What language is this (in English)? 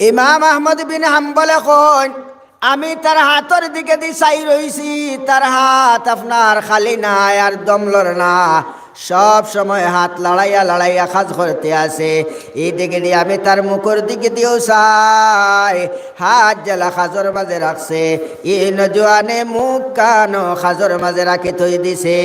Sylheti